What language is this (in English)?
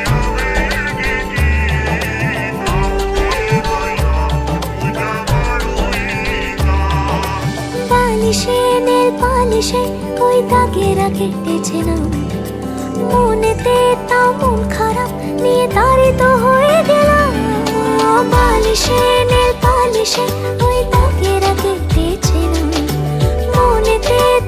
Bangla